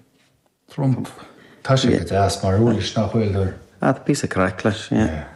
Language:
Irish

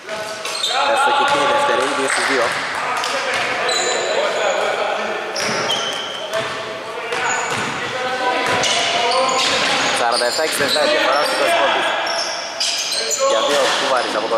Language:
Greek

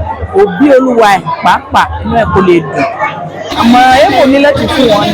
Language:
Yoruba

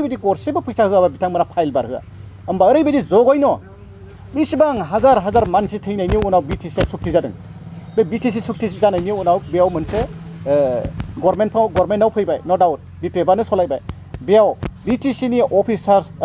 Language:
Bodo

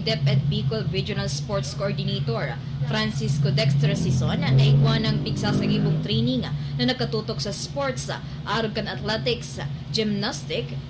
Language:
Bikol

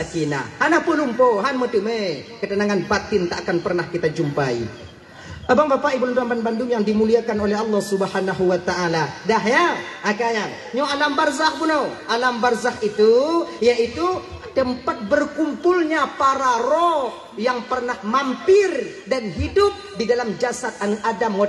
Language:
Achinese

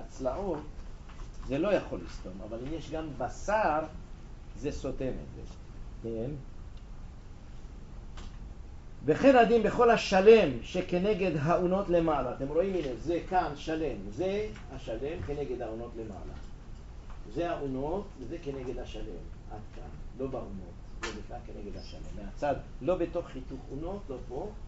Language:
Hebrew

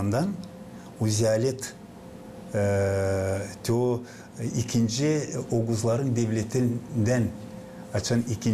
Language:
Gagauz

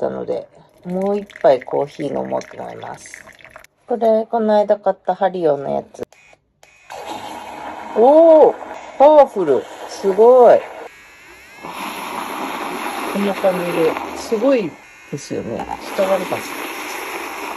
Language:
Japanese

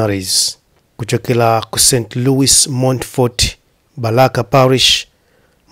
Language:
Nyanja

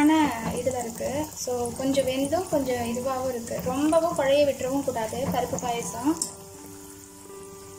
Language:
Tamil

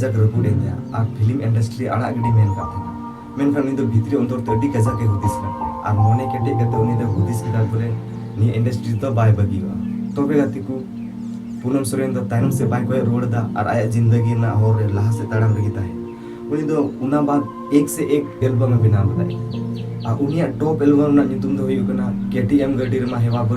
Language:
Santali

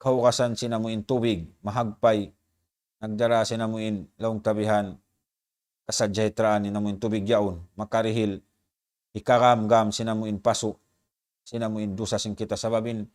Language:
Tausug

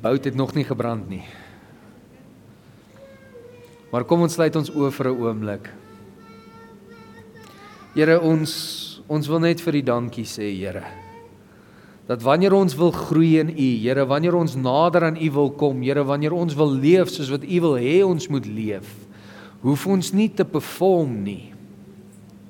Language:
Afrikaans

